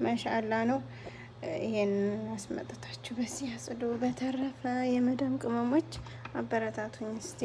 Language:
Amharic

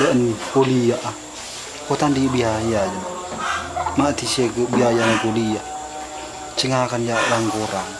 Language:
Madurese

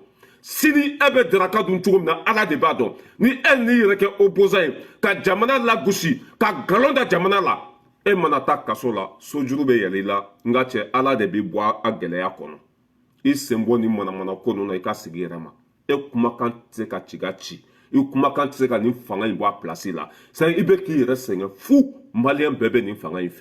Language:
Bambara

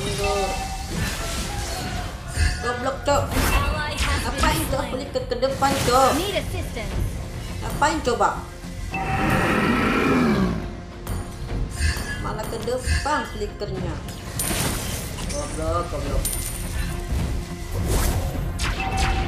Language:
Indonesian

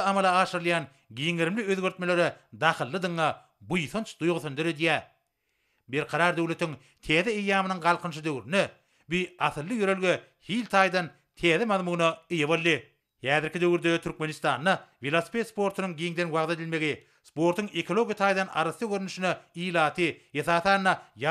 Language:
Turkmen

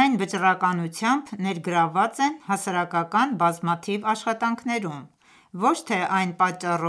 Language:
Armenian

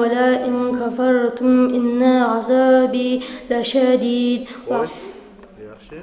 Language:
Kumyk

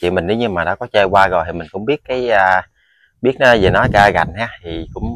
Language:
Vietnamese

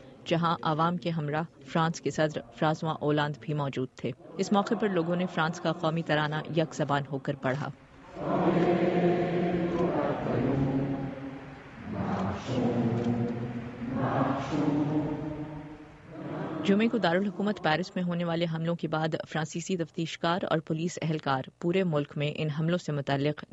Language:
Urdu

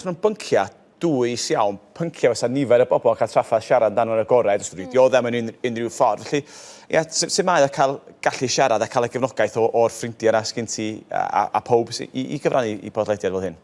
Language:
Welsh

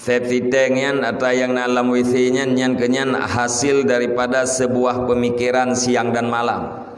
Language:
Achinese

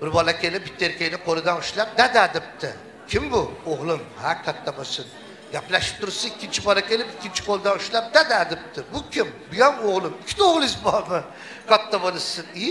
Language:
Uzbek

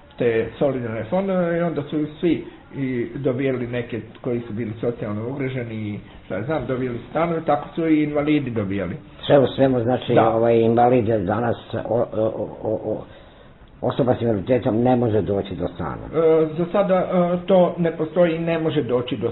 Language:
Serbian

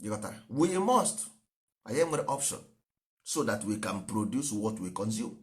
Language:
Igbo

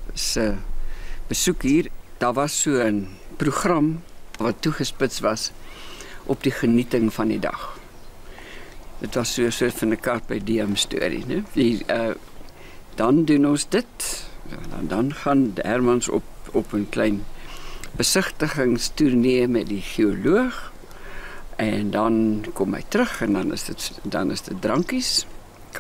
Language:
Dutch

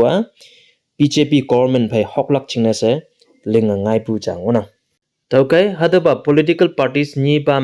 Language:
Konyak Naga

